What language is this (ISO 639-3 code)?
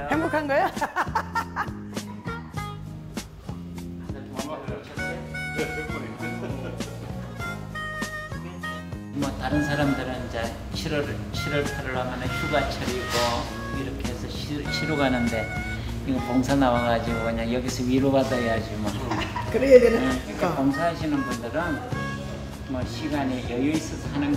kor